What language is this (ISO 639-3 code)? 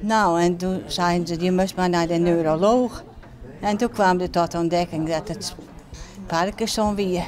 fry